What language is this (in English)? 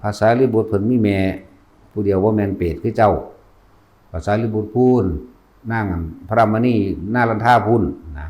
Northeastern Thai